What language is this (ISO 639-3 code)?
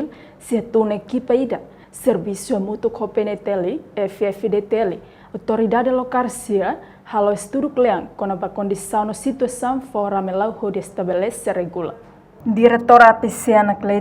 tet